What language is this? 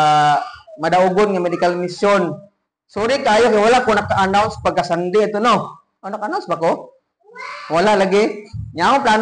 Cebuano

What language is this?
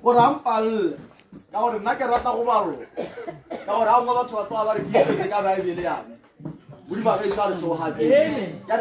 Tswana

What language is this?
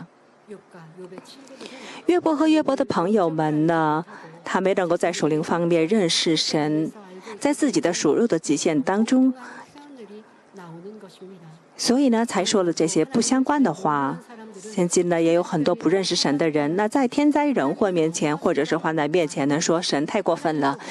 Chinese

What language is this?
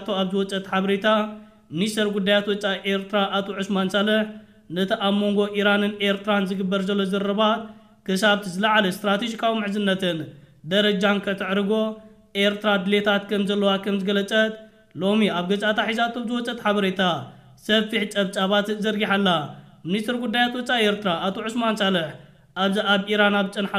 Tigrinya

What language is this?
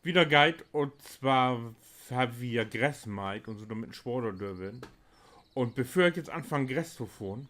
Low German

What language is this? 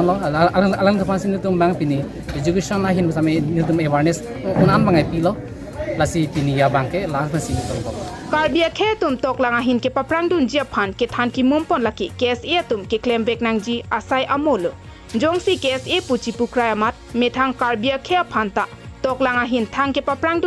Karbi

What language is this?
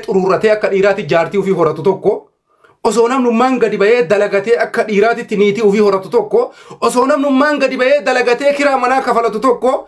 Oromo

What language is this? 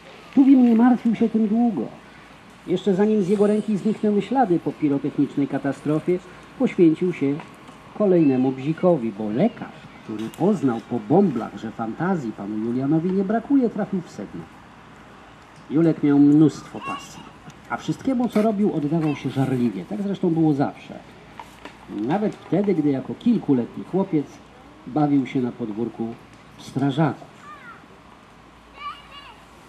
Polish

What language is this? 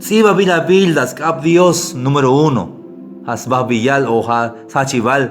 Tzeltal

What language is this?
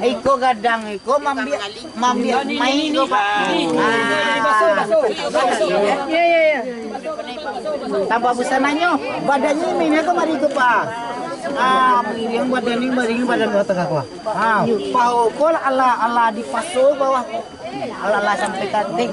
Minangkabau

